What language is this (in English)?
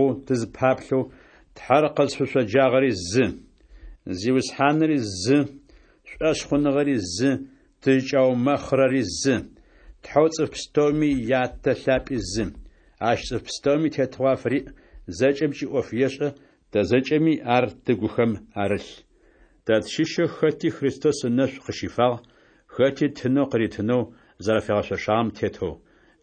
Adyghe